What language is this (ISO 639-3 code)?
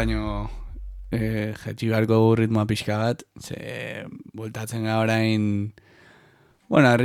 eus